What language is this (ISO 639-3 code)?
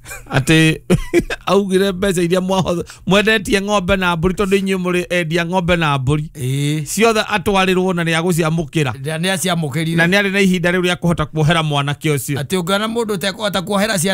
kik